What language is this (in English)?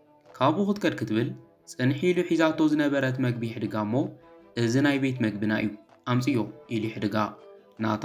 Tigrinya